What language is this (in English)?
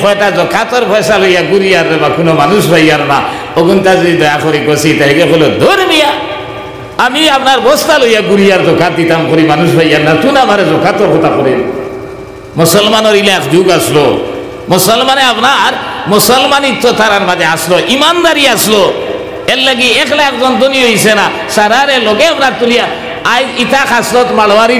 Sylheti